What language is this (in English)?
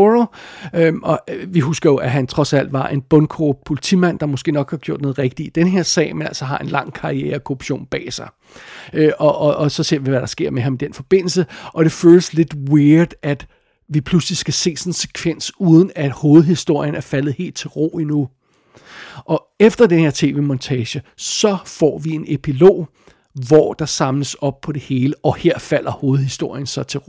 Danish